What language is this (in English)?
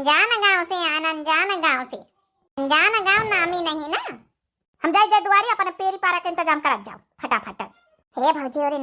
Awadhi